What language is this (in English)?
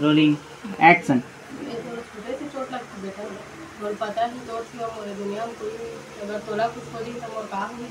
Chhattisgarhi